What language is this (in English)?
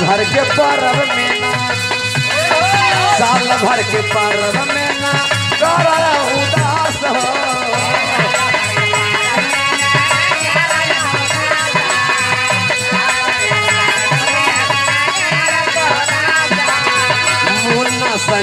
Bhojpuri